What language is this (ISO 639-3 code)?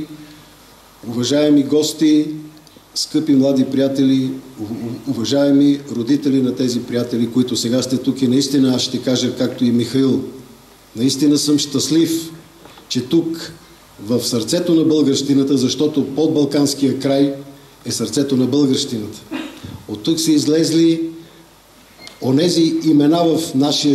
bul